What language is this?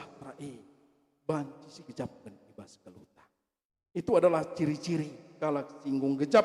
Batak Karo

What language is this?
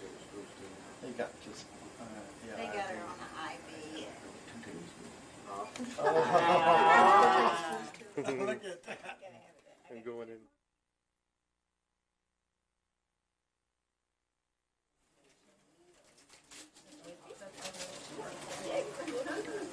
English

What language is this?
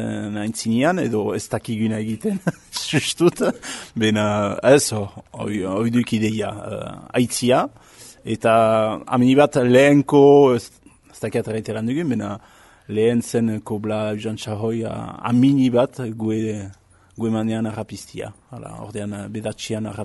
Basque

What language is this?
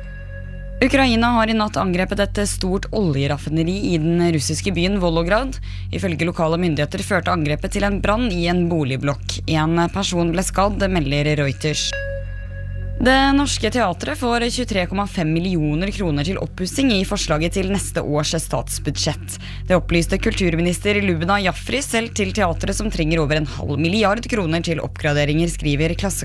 Norwegian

